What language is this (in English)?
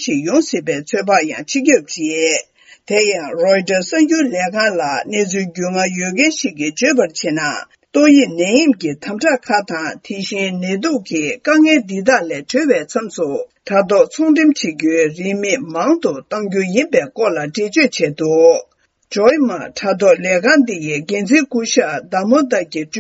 Tibetan